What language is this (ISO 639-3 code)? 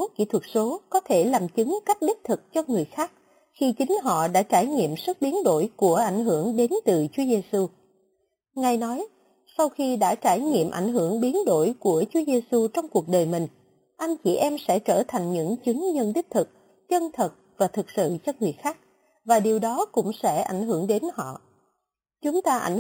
vie